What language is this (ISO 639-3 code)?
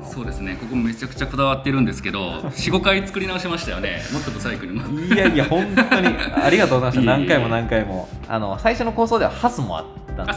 jpn